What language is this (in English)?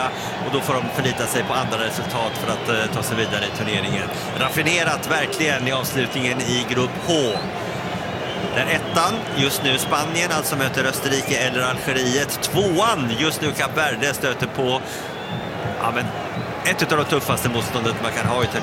Swedish